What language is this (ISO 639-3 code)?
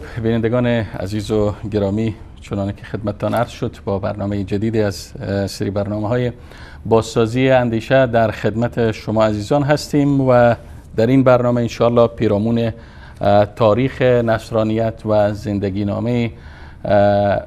fas